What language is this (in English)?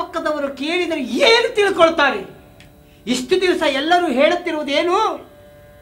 Kannada